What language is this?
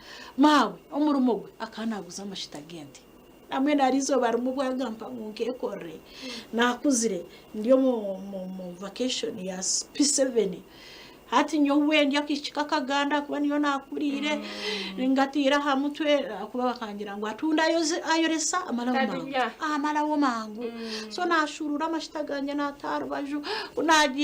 Nyankole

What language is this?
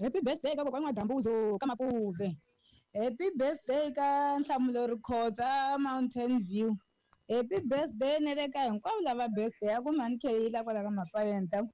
Tsonga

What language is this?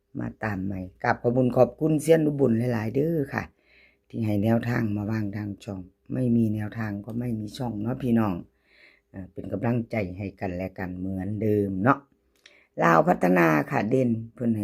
Northeastern Thai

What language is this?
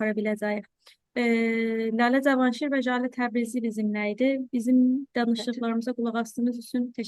South Azerbaijani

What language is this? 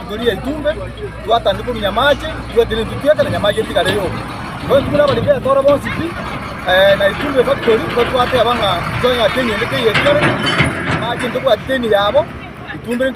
Gusii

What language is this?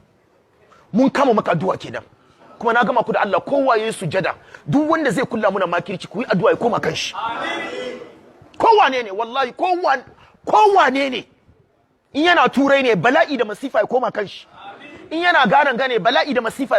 Hausa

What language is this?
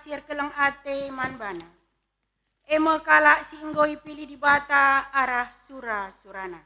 Batak Karo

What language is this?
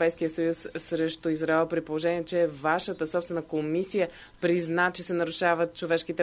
Bulgarian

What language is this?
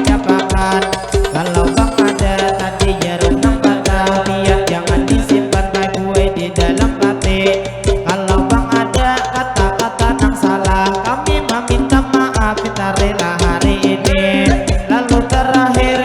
Banjar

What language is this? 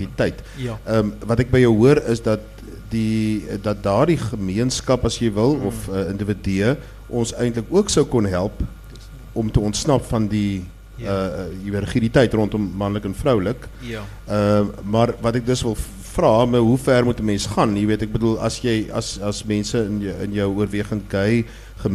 Afrikaans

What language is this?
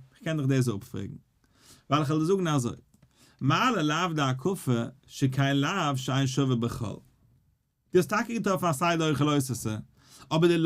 Yiddish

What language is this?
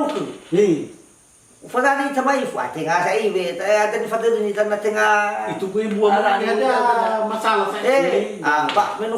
Nias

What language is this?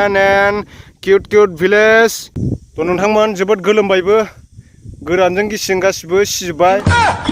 Bodo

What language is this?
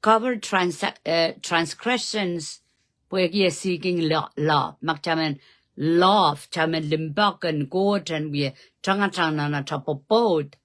Pohnpeian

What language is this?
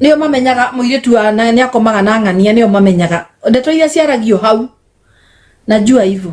Kikuyu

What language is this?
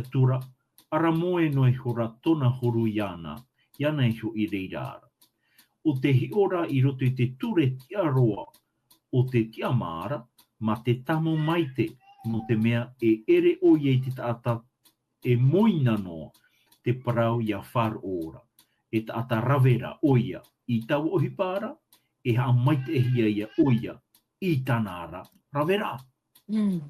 Tahitian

